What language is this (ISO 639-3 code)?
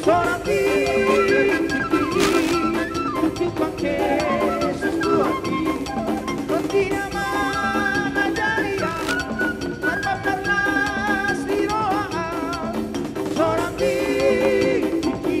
bbc